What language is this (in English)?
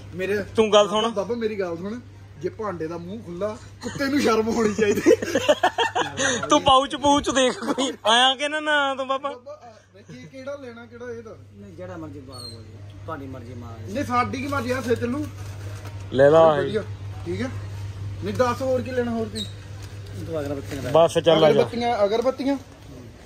Punjabi